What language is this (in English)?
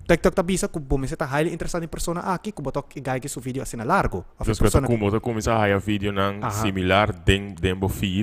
Papiamento